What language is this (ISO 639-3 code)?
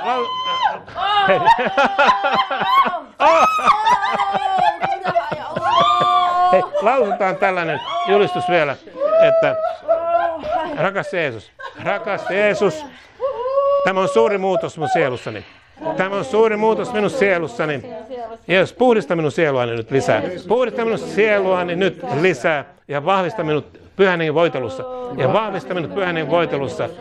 fin